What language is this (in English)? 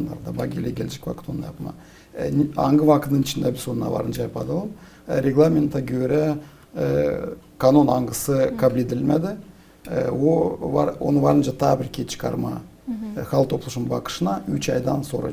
Gagauz